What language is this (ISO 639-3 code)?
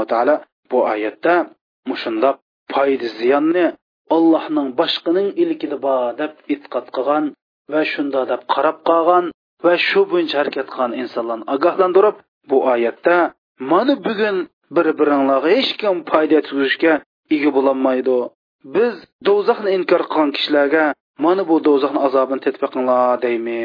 uig